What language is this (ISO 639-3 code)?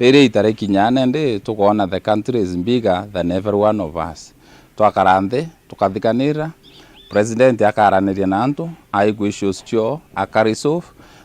mer